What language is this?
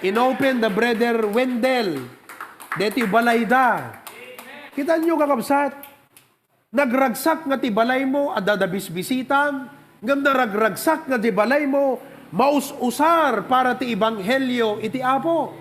Iloko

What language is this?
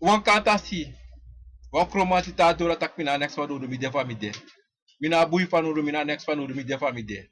Sranan Tongo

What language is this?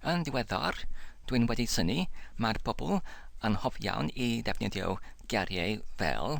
Welsh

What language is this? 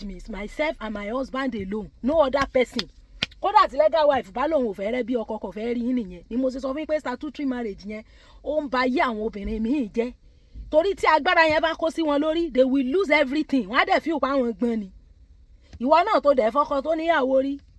Yoruba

